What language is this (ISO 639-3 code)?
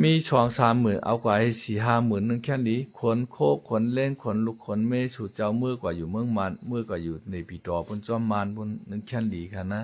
shn